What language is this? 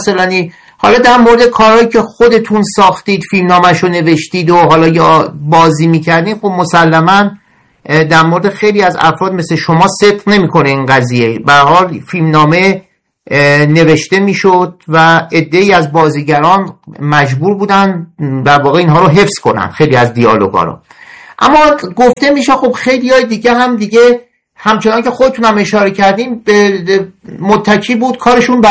Persian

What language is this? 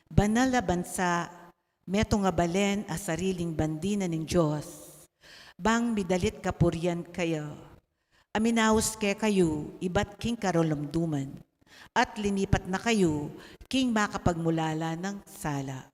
Pampanga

